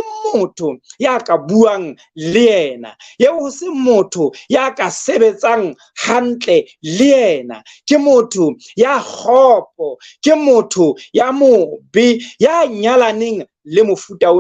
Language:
Southern Sotho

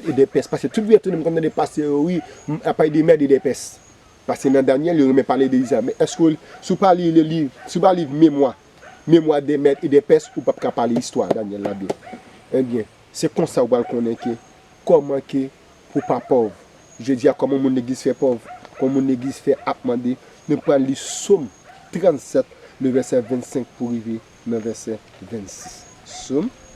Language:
Haitian Creole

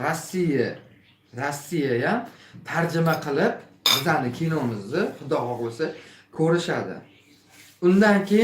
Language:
Uzbek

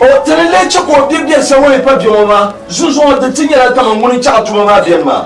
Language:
Dagbani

